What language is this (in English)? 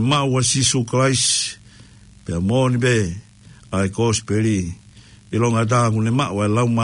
Tongan